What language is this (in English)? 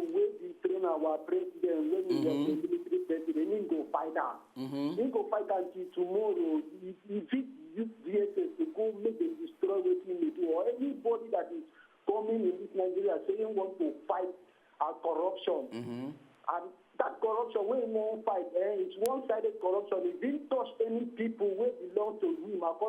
Nigerian Pidgin